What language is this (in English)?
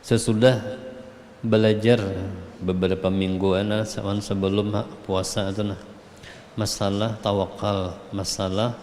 Banjar